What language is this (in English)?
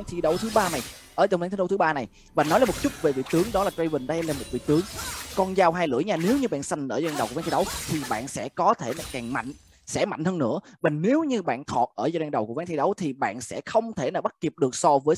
Vietnamese